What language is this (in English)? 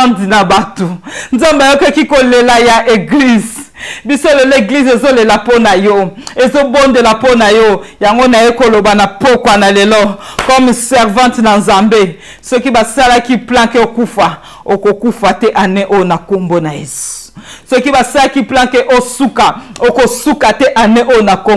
Lingala